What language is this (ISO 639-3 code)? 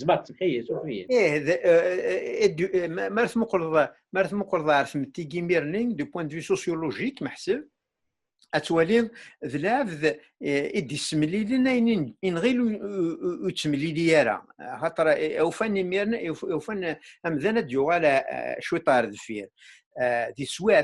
kab